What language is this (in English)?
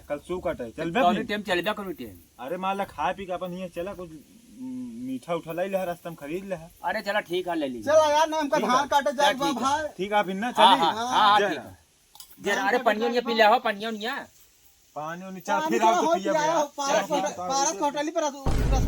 Awadhi